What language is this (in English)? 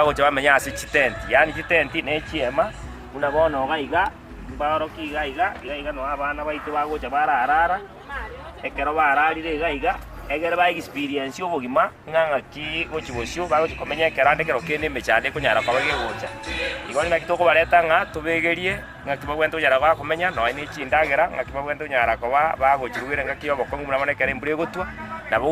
Gusii